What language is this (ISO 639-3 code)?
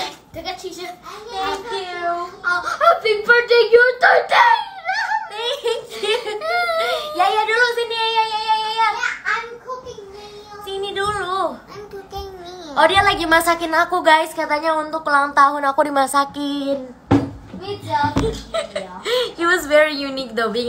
ind